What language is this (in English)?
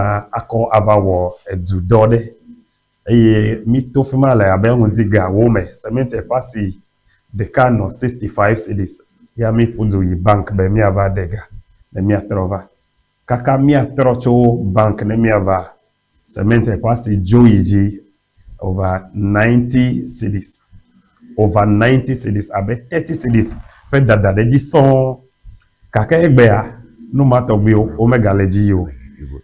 Ewe